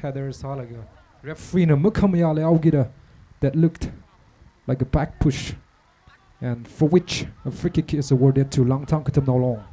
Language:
Tangkhul Naga (India)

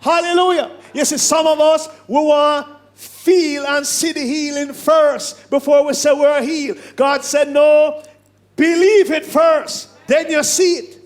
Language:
Jamaican Creole English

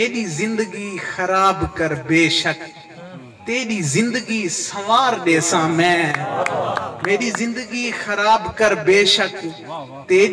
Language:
Saraiki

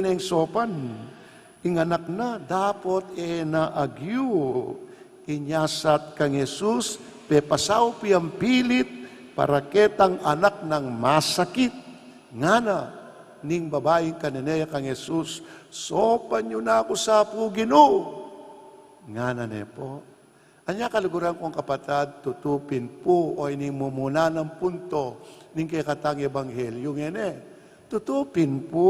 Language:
Pampanga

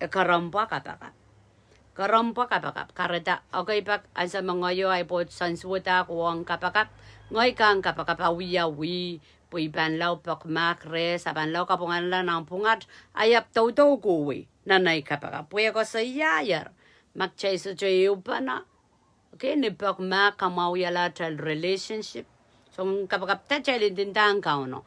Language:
Pohnpeian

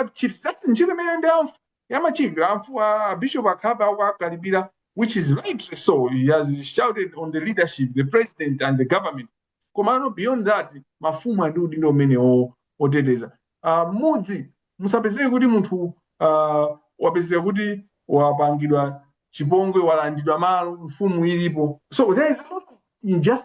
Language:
Nyanja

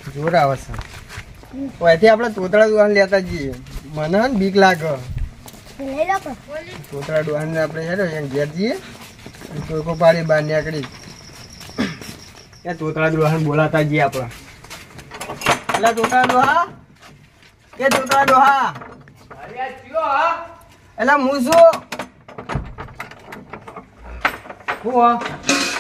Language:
Gujarati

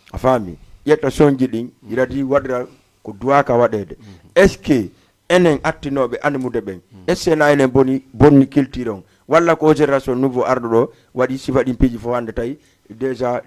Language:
Fula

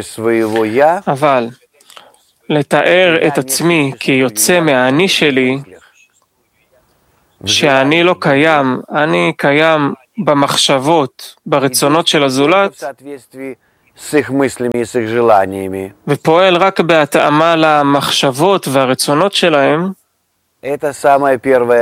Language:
Hebrew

